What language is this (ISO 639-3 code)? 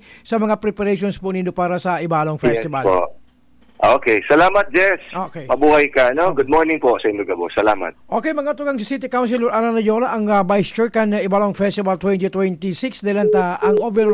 bik